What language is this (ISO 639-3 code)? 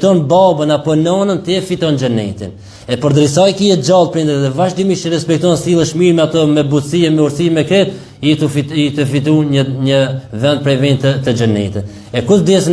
sqi